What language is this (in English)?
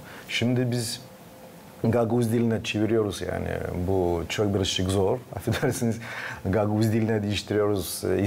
Gagauz